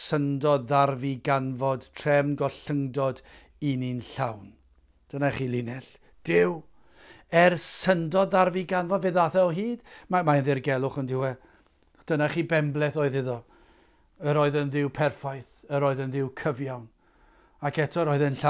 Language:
Welsh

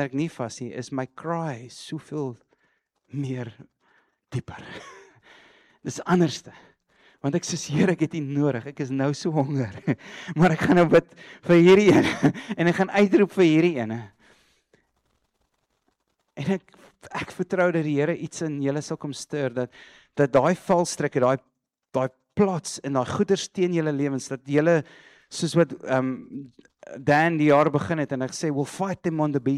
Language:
Afrikaans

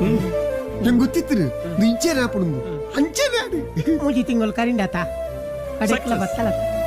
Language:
Tulu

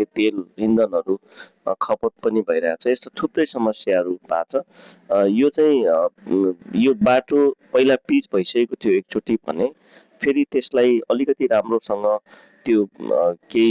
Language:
Nepali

